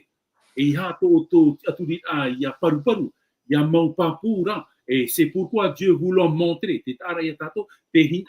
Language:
Tahitian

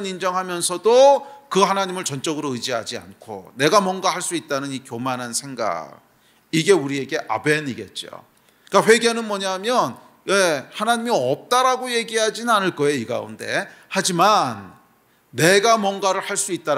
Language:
Korean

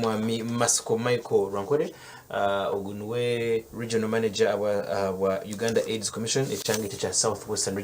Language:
Nyankole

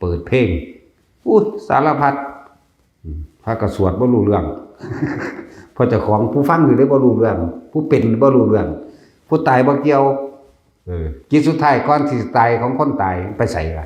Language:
Lao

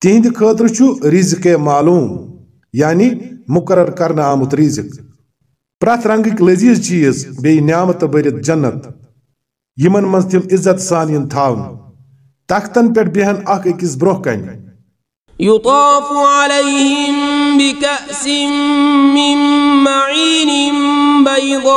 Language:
Kashmiri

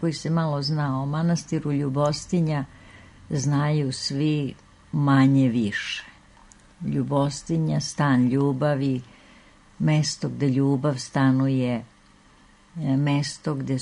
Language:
Serbian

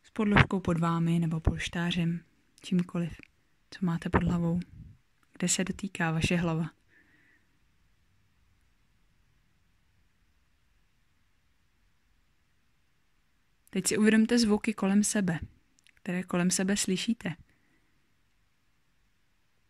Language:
Czech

